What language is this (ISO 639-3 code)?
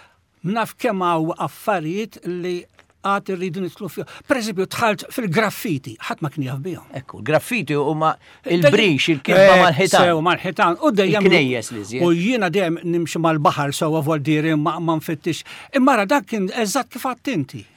mlt